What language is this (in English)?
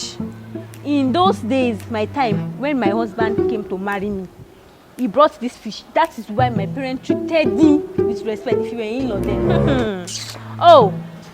Nigerian Pidgin